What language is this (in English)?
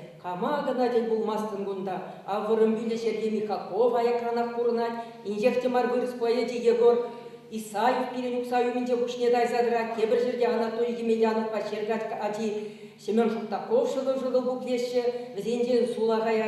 Chuvash